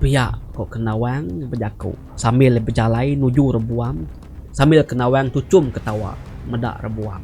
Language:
Iban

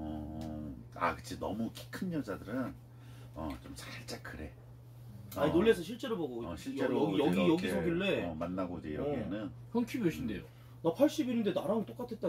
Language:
Korean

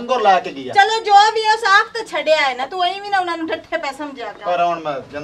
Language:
Punjabi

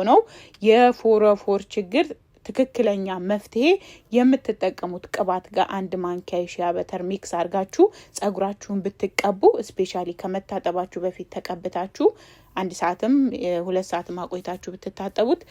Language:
Amharic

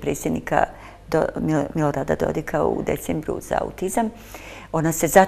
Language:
Bosnian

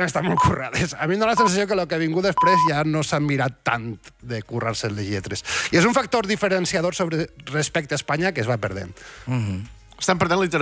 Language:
Catalan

